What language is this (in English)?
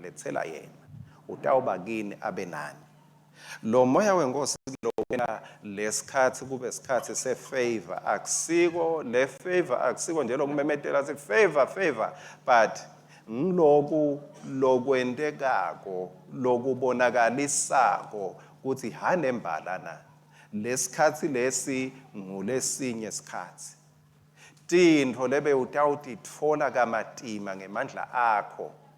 Swati